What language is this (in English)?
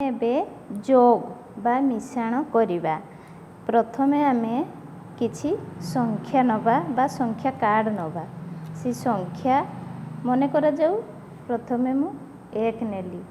Odia